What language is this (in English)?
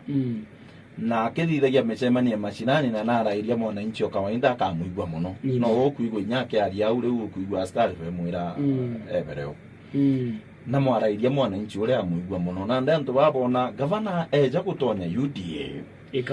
Meru